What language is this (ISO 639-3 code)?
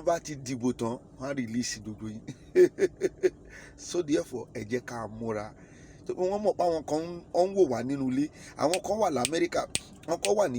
yor